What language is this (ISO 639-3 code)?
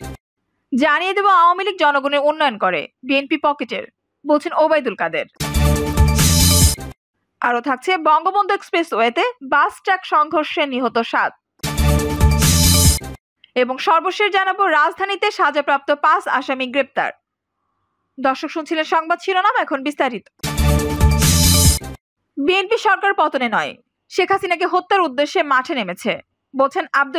ben